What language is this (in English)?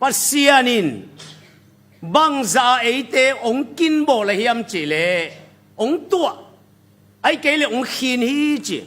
Tedim Chin